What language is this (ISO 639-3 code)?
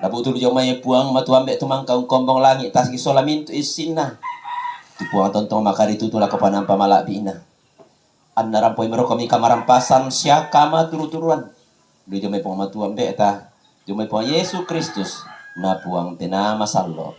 sda